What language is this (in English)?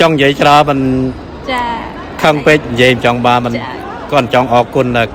Khmer